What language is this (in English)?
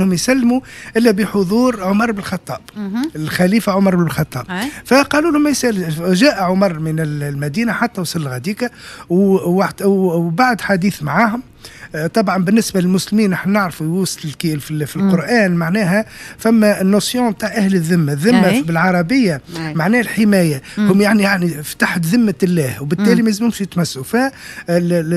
Tunisian Arabic